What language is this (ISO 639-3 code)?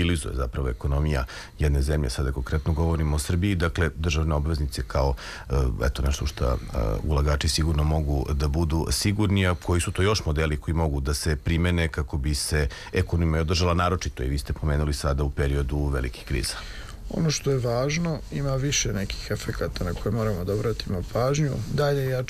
srp